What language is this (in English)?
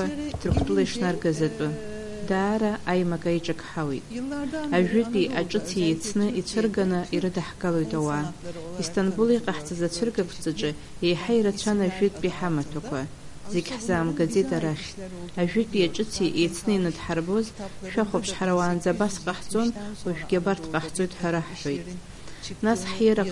Abkhazian